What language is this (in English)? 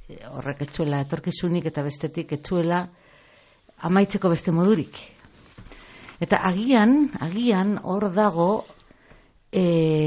Basque